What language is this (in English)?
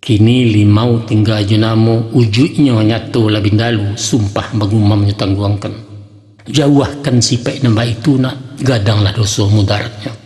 Minangkabau